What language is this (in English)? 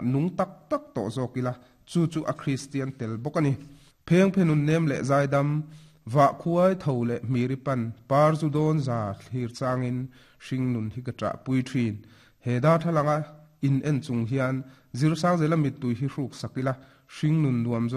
Mizo